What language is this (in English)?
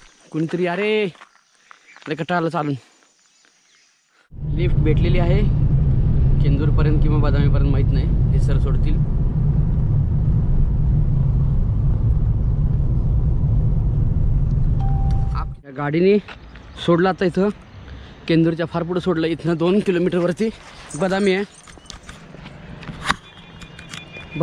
Marathi